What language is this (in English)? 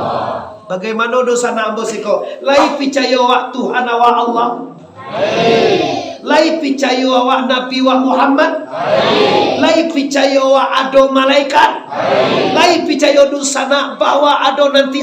Minangkabau